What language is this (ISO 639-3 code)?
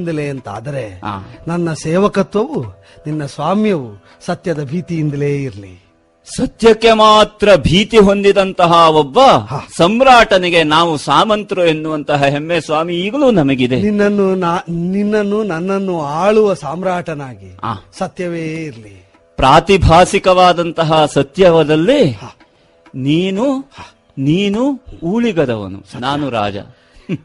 kan